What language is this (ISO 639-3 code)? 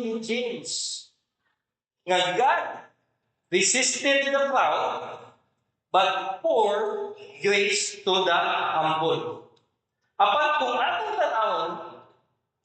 ceb